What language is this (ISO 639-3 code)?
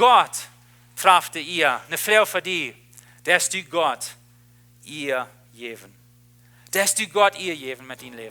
pdt